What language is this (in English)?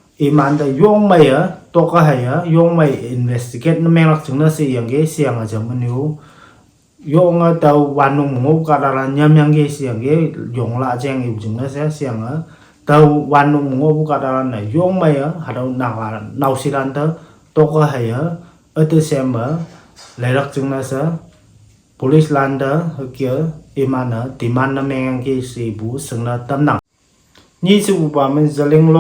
Konyak Naga